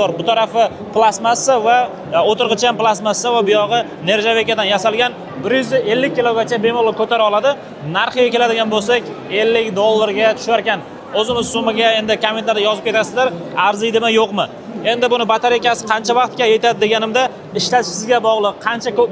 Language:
Uzbek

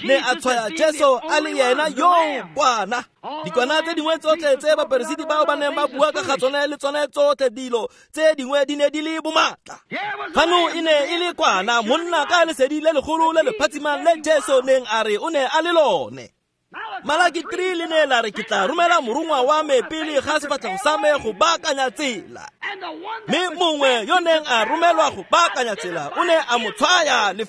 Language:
Tswana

